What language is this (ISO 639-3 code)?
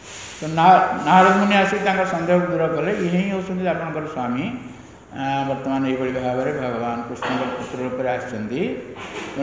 ori